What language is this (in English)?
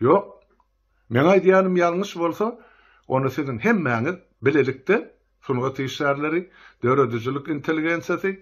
Turkmen